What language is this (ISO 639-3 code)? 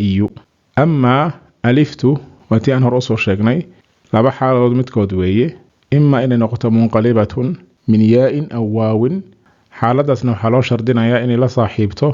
som